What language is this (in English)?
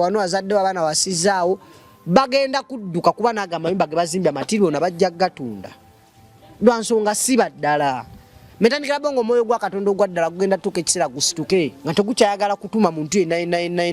Ganda